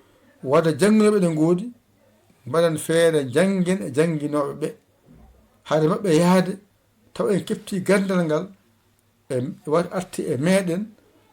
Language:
Fula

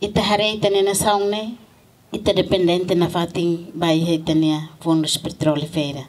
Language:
Tetum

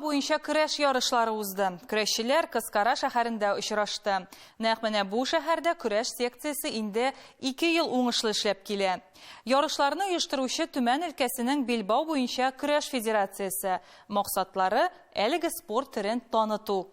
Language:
Tatar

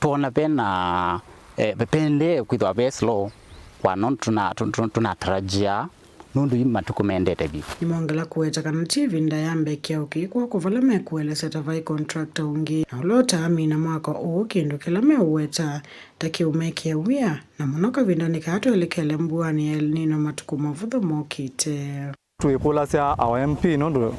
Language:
Kamba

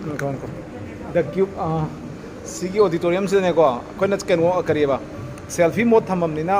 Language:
Manipuri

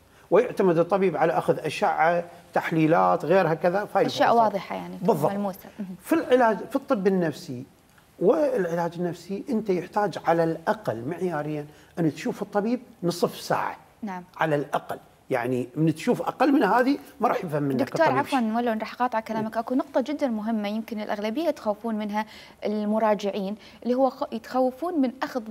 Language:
Mesopotamian Arabic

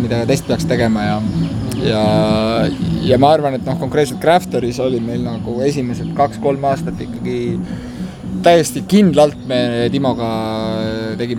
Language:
Estonian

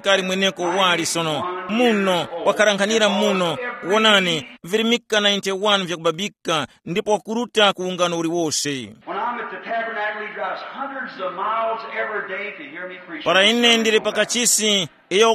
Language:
Tumbuka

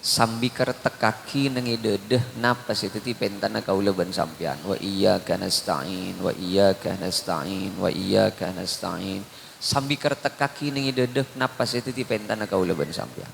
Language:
Madurese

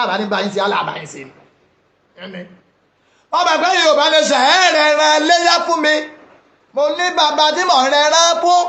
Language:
Yoruba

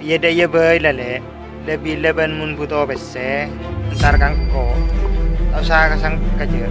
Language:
Madurese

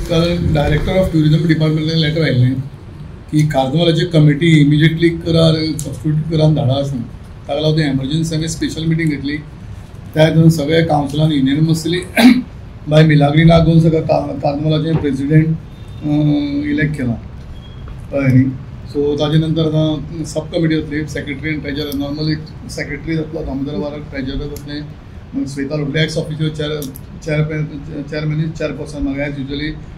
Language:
Konkani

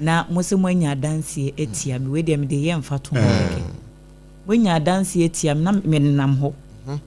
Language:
Akan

